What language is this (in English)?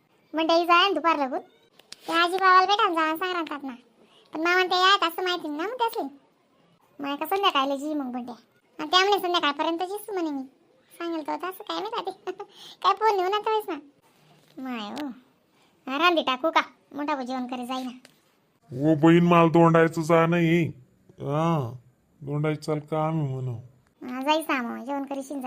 Khandesi